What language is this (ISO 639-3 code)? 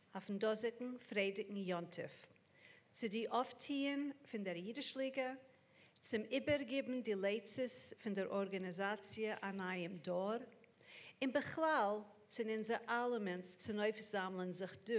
yid